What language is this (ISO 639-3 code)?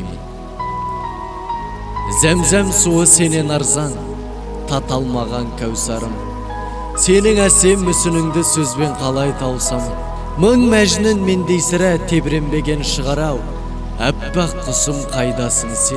kaz